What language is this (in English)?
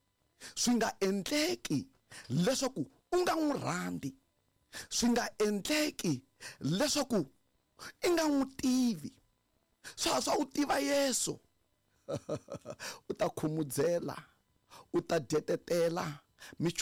Tsonga